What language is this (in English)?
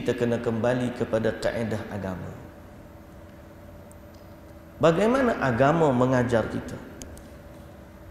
Malay